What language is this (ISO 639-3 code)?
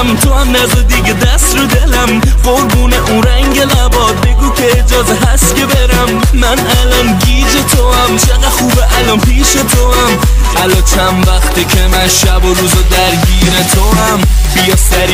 fas